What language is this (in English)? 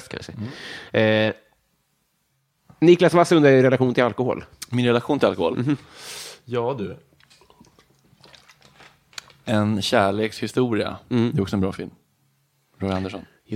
Swedish